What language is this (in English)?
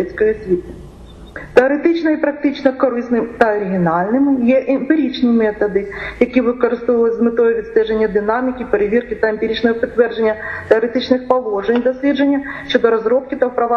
Ukrainian